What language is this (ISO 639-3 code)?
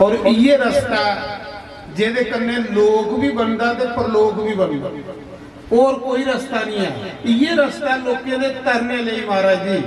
doi